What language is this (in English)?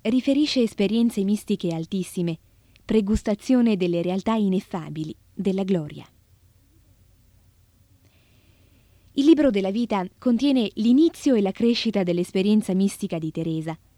Italian